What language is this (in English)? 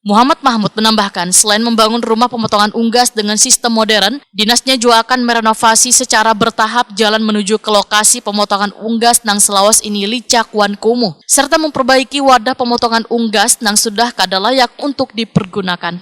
Banjar